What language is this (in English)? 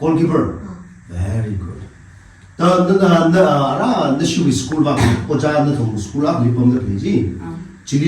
Tangkhul Naga (India)